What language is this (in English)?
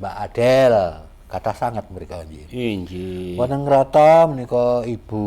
Javanese